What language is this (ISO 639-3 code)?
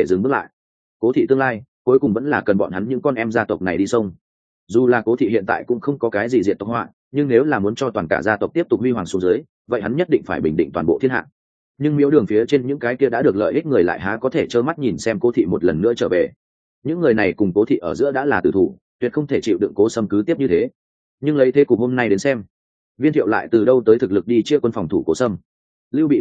vie